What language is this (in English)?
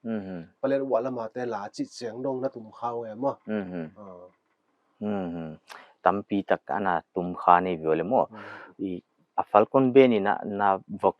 Paite Chin